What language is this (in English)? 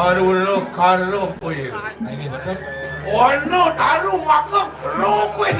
Balinese